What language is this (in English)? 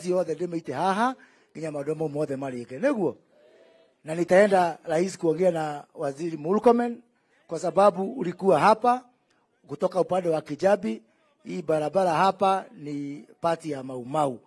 Kikuyu